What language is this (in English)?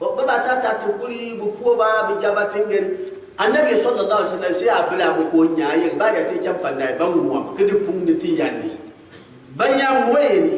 Gourmanchéma